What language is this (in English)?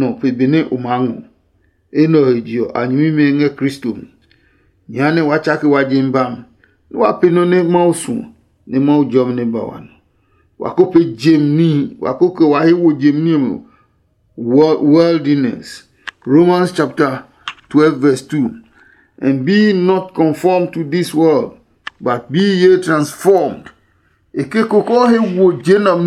Adangme